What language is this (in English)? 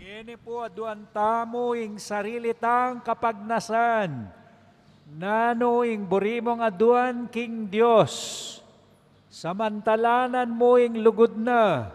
Pampanga